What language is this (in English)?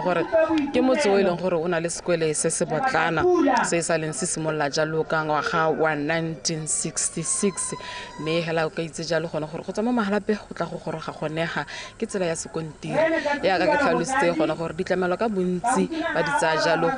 Tswana